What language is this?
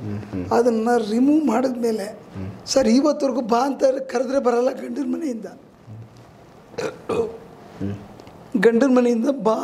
Kannada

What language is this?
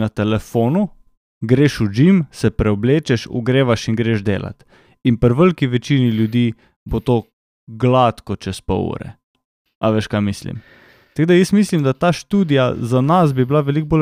Slovenian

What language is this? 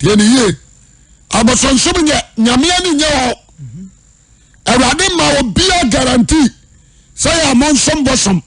Akan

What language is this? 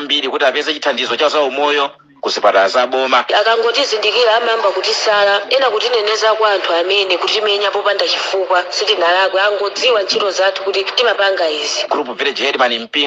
Nyanja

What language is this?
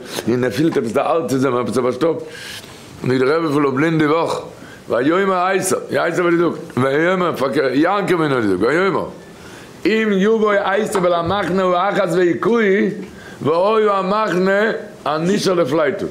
Yiddish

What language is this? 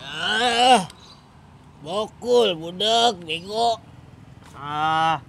Betawi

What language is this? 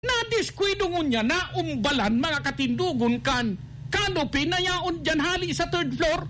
Bikol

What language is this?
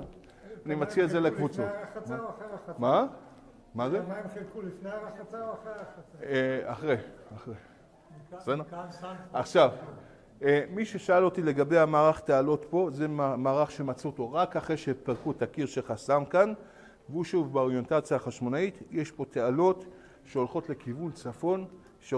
Hebrew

